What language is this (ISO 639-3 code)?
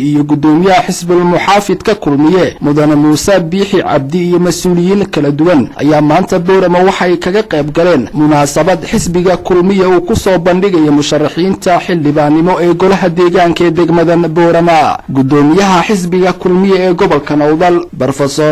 som